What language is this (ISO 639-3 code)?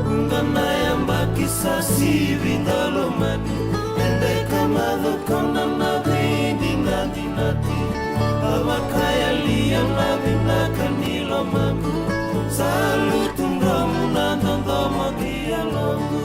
fij